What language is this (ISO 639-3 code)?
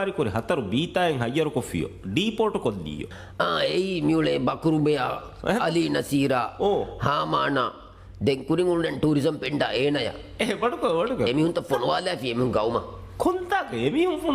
div